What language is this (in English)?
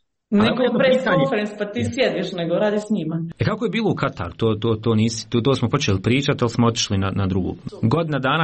Croatian